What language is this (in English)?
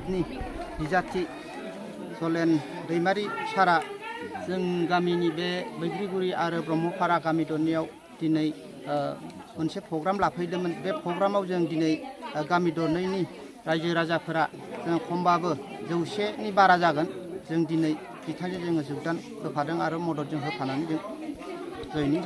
Bodo